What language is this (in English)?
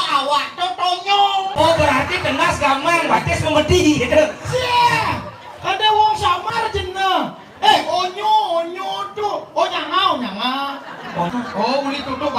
Balinese